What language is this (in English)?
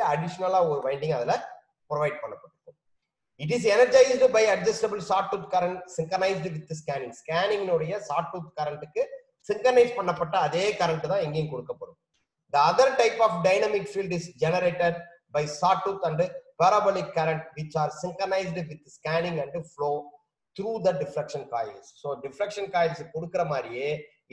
Tamil